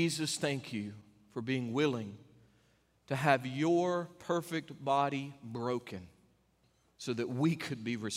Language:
English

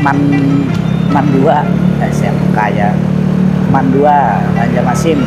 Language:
Banjar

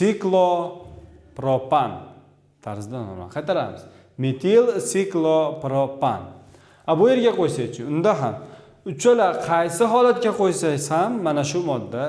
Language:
Uzbek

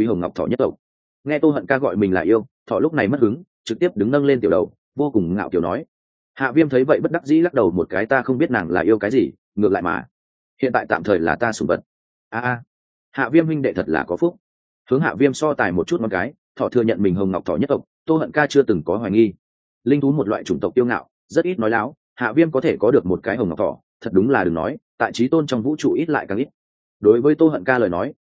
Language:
Vietnamese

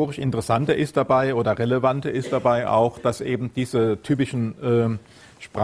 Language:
German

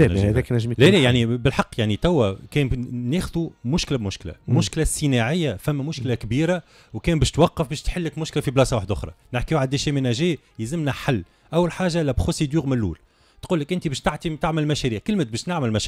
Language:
Tunisian Arabic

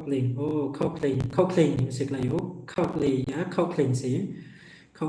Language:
Riang (India)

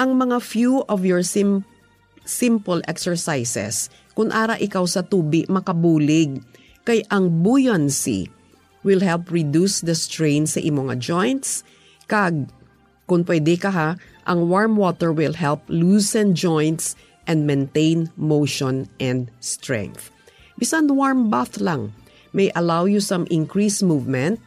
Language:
Hiligaynon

